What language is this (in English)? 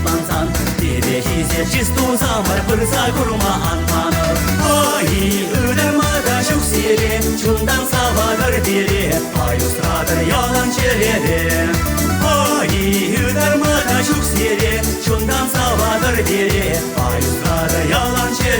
Chuvash